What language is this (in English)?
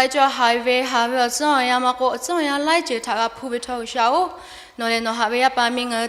Lahu